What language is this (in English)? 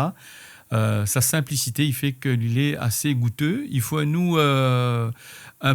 Réunion Creole French